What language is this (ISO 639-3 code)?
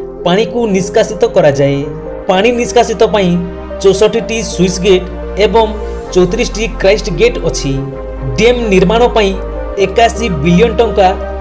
ori